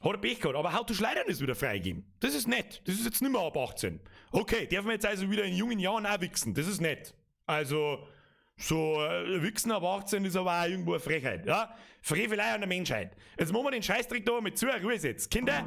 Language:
Bavarian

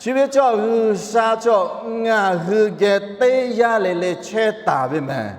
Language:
Lahu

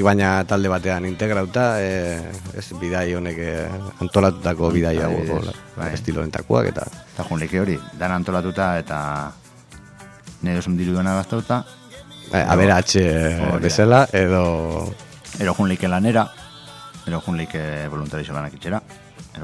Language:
Basque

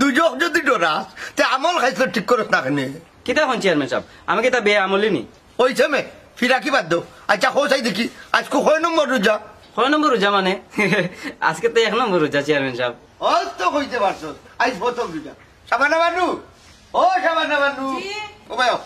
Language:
Sylheti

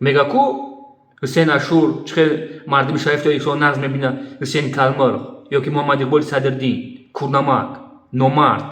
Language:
Tajik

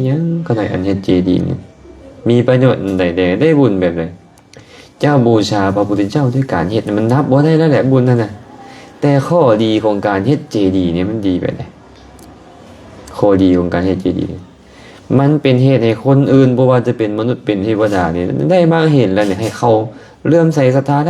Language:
Lao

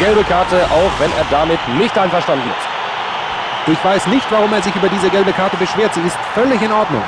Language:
Bavarian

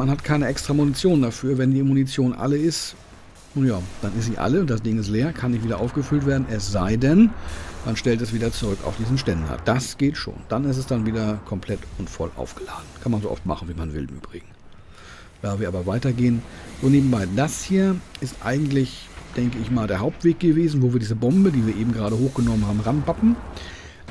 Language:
German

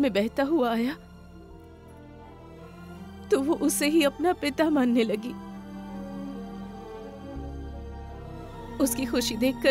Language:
Hindi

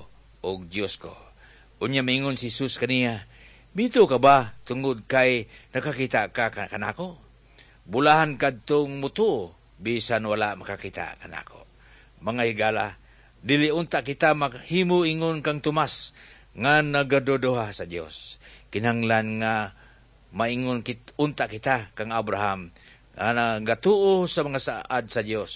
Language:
Cebuano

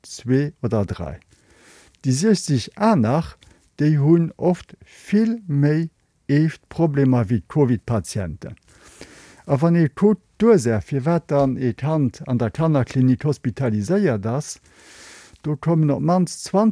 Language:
Luxembourgish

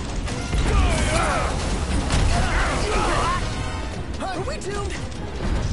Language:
English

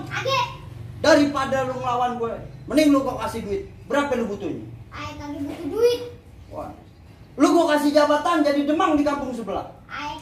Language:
Betawi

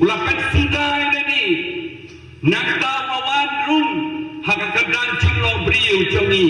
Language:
Khasi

